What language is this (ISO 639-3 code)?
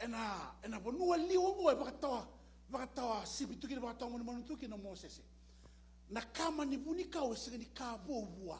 fij